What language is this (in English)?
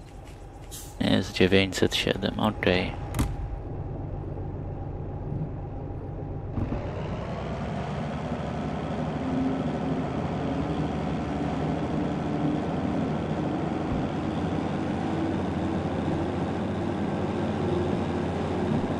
Polish